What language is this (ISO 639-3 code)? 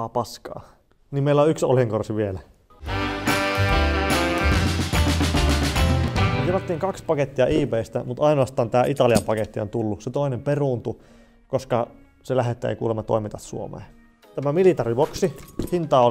fin